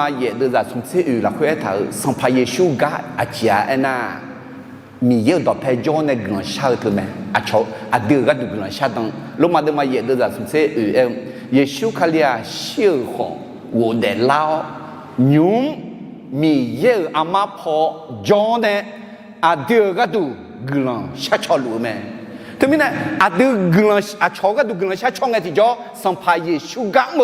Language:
Akha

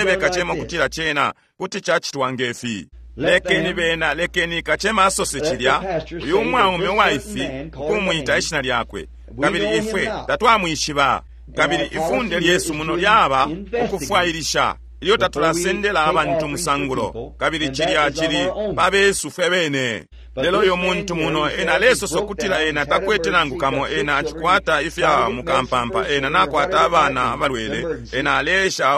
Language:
Bemba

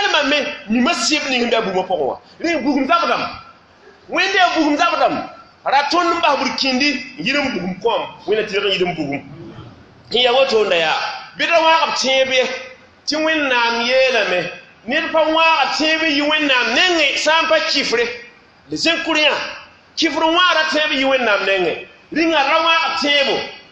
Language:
Mossi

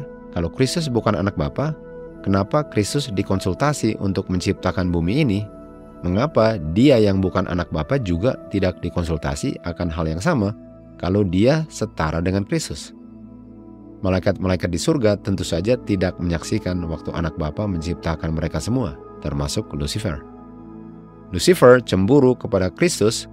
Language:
Indonesian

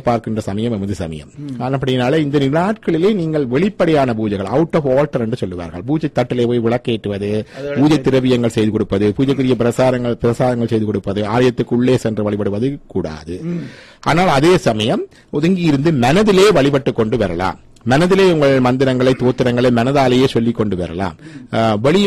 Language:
Tamil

